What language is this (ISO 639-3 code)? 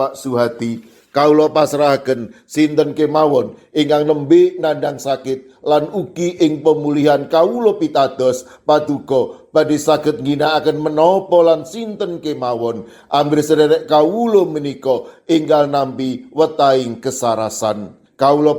jav